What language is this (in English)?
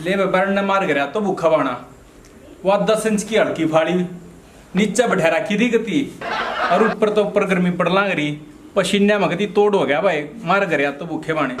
Haryanvi